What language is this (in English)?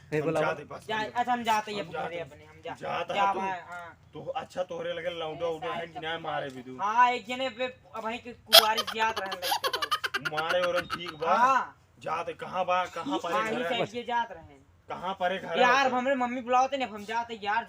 Awadhi